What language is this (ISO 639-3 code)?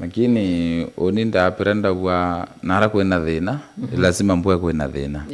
mer